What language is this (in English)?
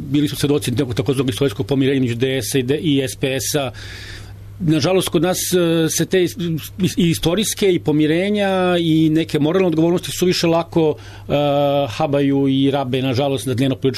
Serbian